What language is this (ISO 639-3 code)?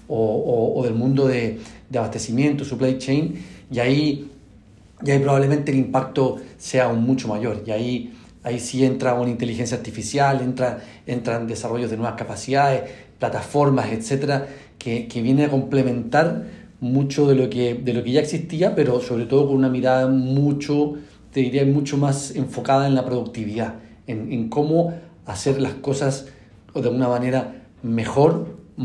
spa